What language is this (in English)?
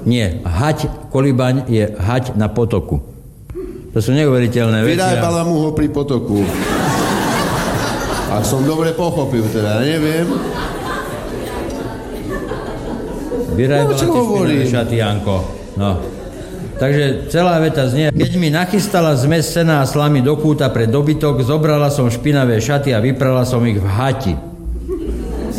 Slovak